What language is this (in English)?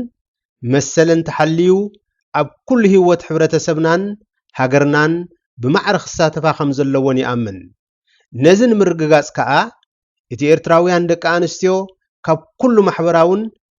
Tigrinya